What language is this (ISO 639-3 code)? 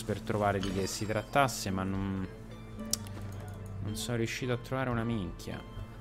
ita